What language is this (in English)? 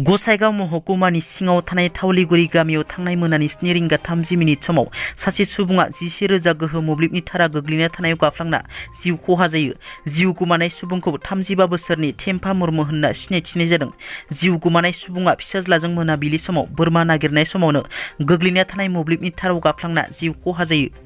Bodo